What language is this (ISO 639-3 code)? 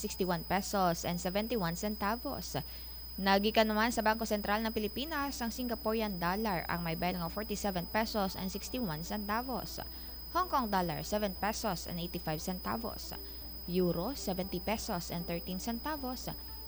hil